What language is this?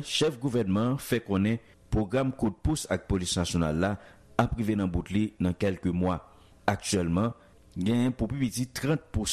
Haitian Creole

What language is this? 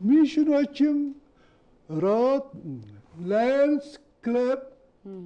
Amharic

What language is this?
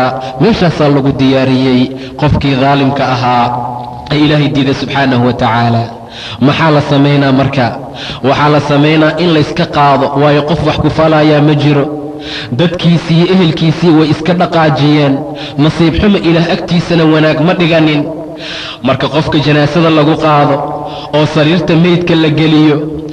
Somali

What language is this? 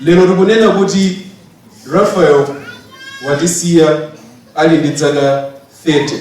Nyanja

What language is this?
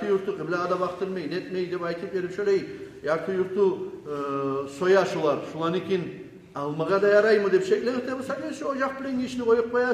Kumyk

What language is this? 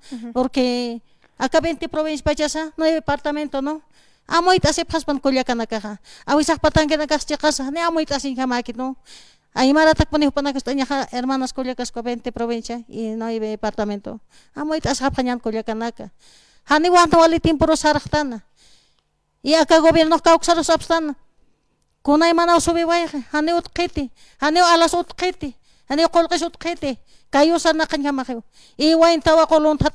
Aymara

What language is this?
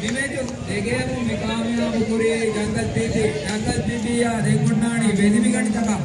Divehi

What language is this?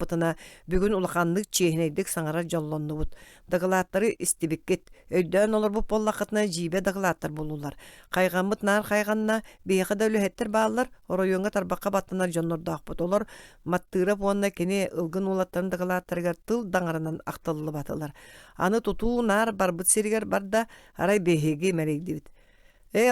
Yakut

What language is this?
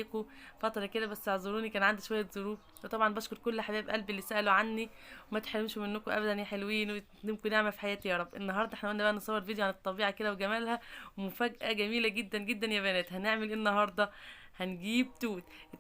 Egyptian Arabic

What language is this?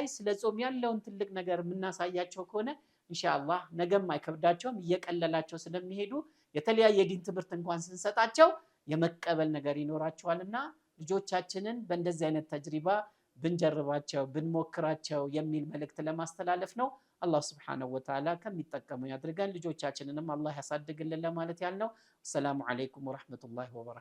Amharic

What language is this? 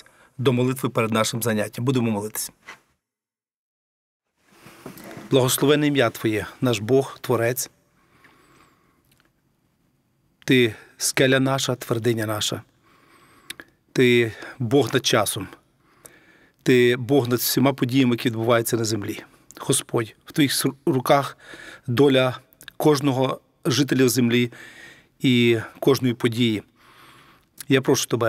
Ukrainian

